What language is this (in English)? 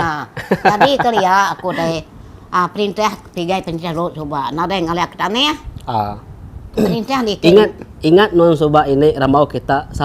Iban